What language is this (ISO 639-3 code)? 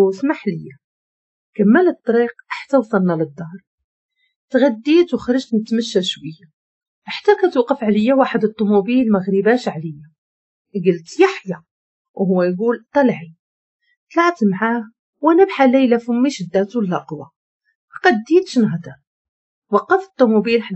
ary